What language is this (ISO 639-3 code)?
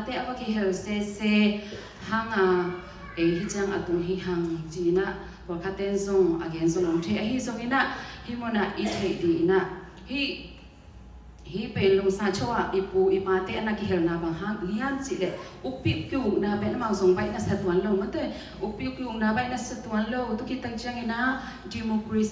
ctd